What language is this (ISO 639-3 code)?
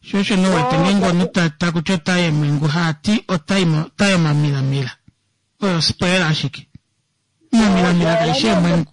kua